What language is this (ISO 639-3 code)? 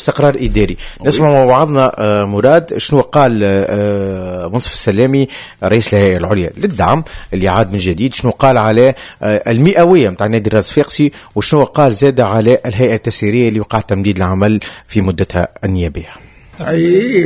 aeb